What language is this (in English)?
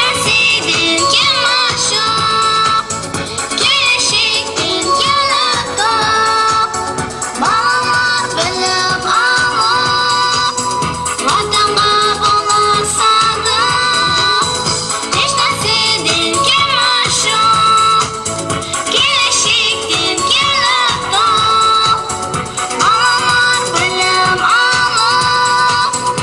Kara-Kalpak